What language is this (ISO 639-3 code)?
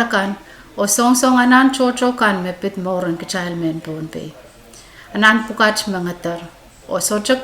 pon